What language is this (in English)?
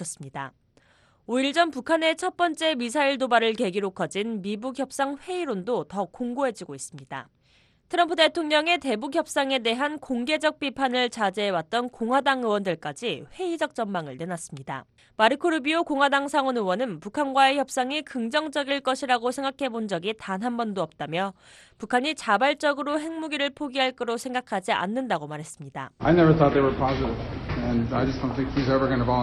Korean